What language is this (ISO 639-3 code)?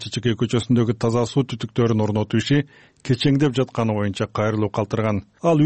kir